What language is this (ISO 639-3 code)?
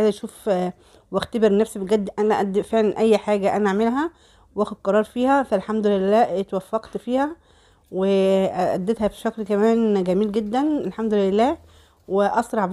arz